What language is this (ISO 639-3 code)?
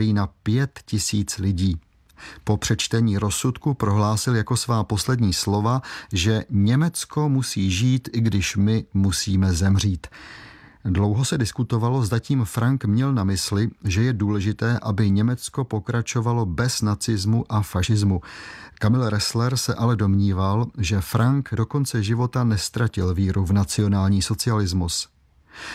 ces